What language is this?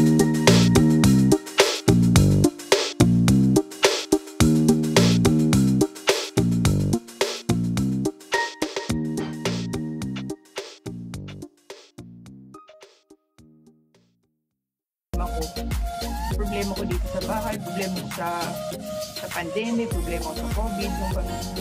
Filipino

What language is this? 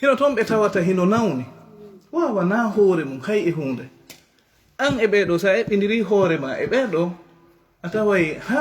Fula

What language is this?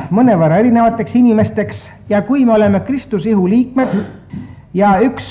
Estonian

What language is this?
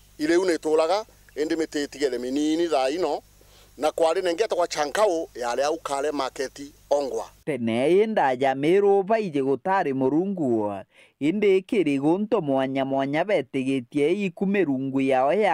Meru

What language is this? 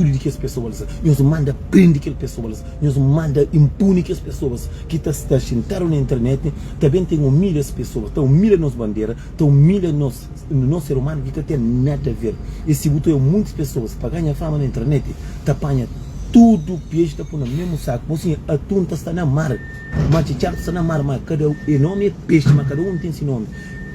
Kabuverdianu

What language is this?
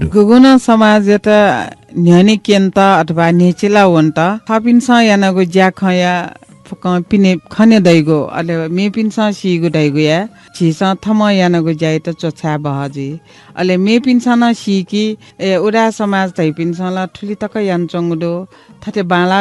Newari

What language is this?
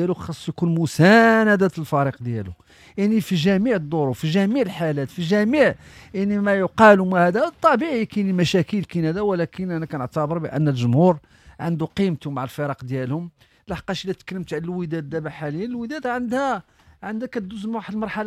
Moroccan Arabic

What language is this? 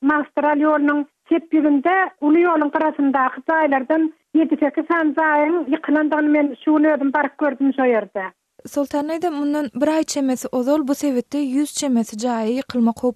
Turkmen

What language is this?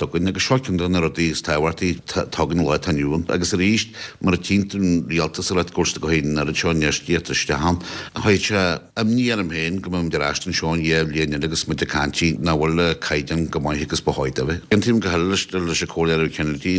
Irish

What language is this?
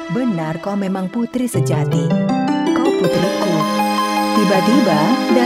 Indonesian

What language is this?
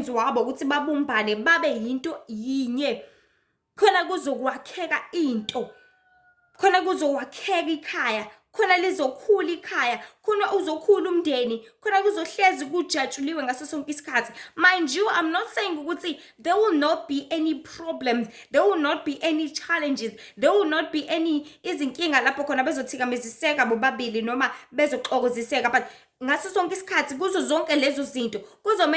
Zulu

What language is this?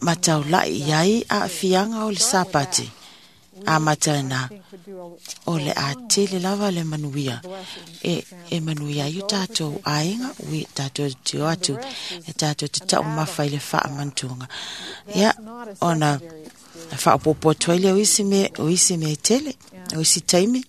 Samoan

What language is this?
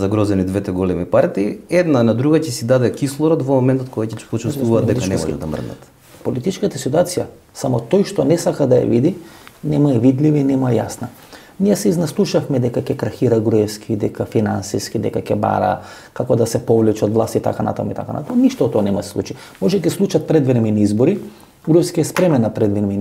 Macedonian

